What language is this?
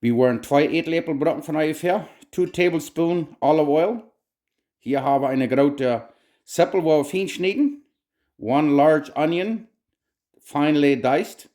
Plautdietsch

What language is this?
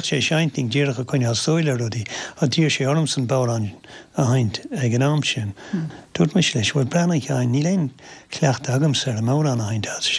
Irish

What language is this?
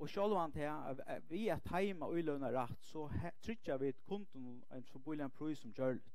Faroese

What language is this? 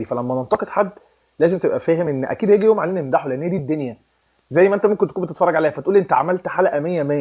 Egyptian Arabic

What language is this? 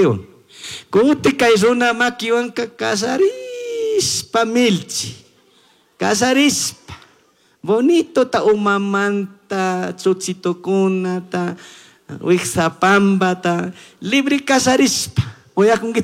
Chimborazo Highland Quichua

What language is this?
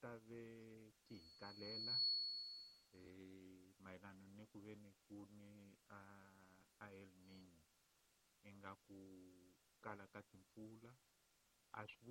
Tsonga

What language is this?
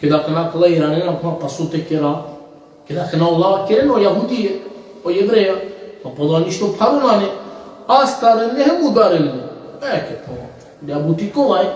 Balkan Romani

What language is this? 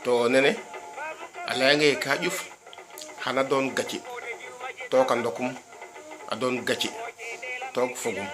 Serer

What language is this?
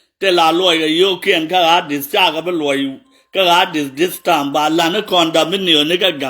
Nuer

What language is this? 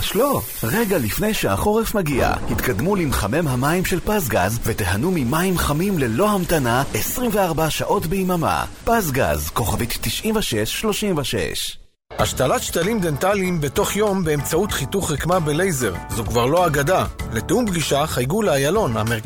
Hebrew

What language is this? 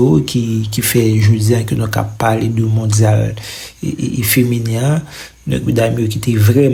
Haitian Creole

